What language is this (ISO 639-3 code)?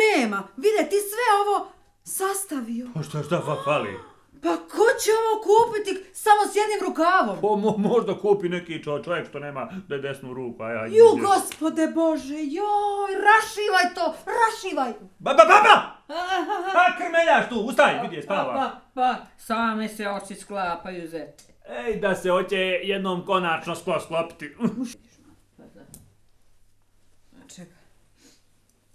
bos